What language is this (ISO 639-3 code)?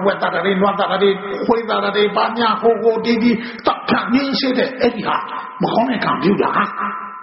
mya